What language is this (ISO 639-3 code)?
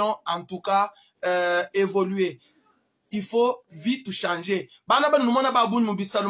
lua